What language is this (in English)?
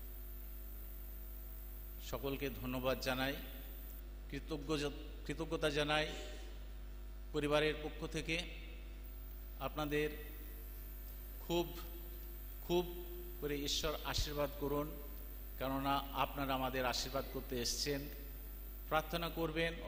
Bangla